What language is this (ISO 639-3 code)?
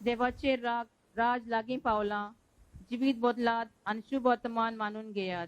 kok